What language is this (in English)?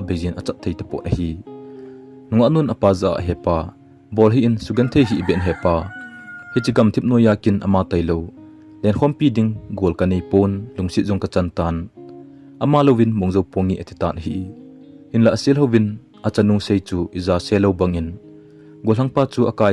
Thado Chin